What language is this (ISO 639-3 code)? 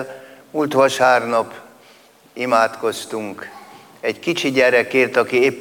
hun